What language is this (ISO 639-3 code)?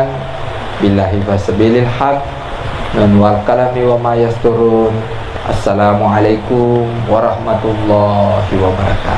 bug